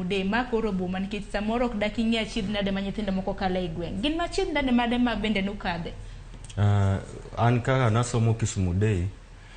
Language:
Luo (Kenya and Tanzania)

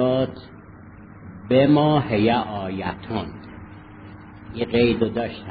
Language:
Persian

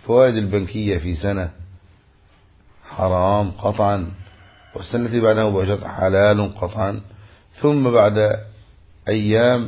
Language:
Arabic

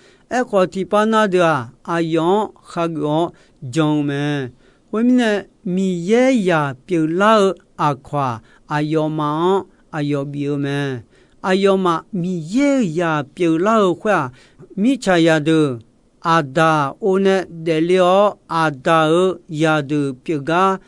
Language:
Akha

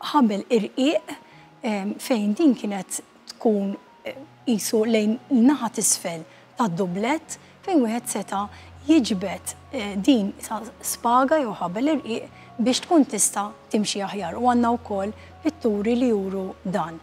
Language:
Maltese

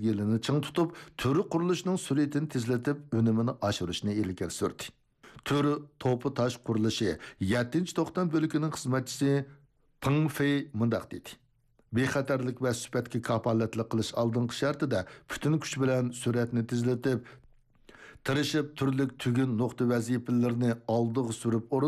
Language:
Uyghur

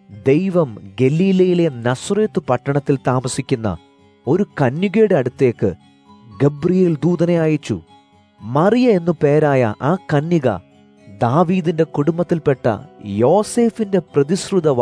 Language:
Malayalam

